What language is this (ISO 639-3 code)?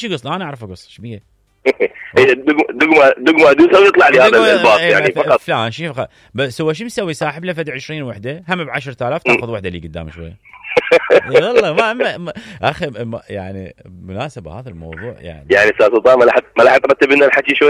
acm